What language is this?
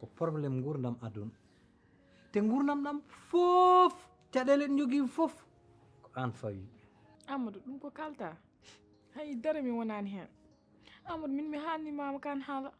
Fula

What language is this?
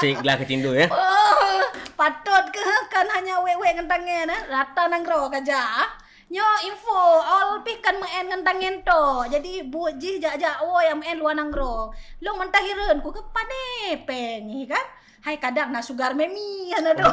Achinese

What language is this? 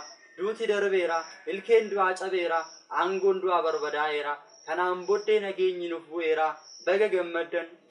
Oromo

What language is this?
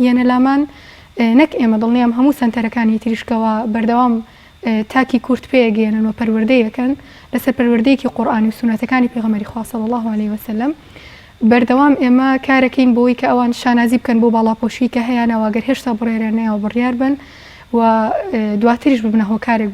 Central Kurdish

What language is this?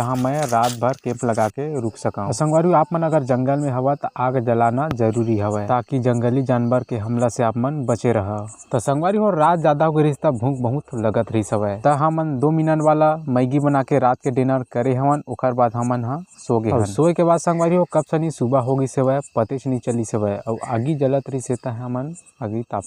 Chhattisgarhi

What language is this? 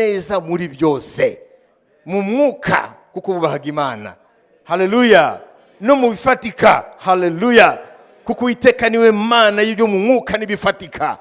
Kinyarwanda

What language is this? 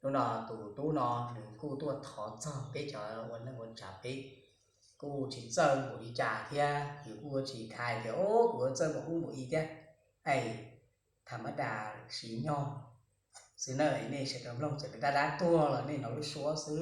Hmong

